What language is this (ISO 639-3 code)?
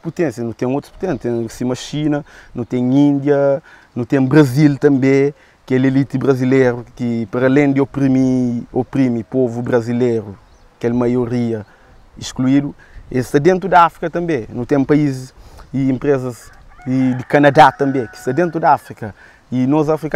kea